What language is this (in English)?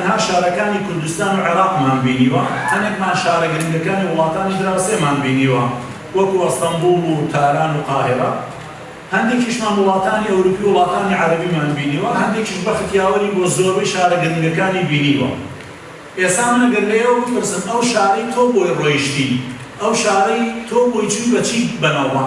Central Kurdish